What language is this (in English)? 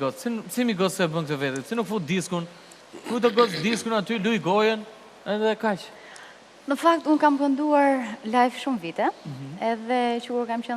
Albanian